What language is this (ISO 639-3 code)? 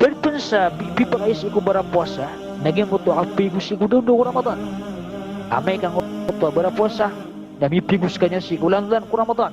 mrw